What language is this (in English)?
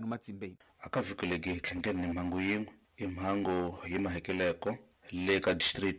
Tsonga